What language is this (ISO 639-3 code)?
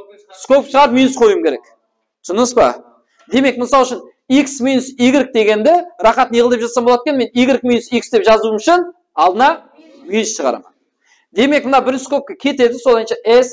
kaa